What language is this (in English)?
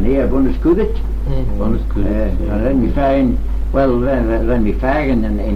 Manx